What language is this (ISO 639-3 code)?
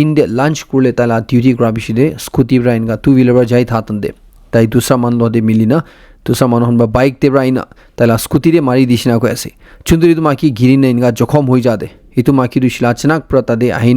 nag